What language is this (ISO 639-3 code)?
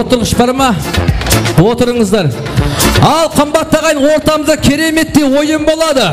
kaa